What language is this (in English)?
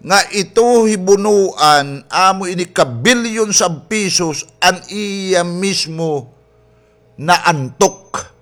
Waray